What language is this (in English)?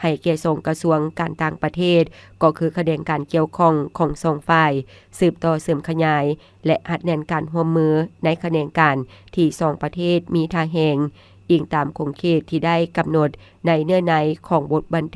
Lao